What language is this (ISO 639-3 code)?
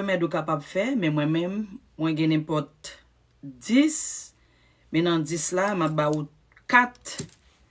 hat